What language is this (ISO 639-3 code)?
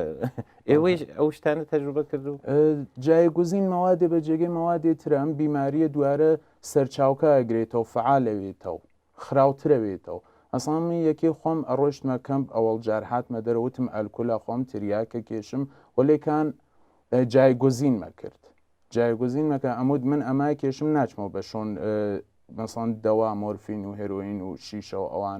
ckb